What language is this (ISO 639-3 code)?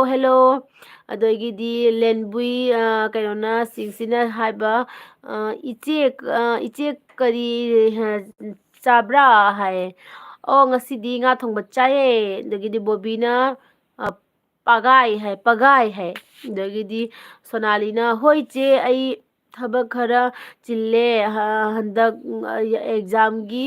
mni